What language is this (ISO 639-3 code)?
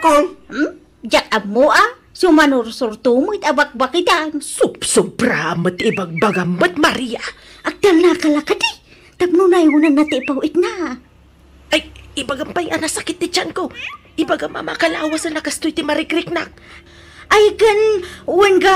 ilo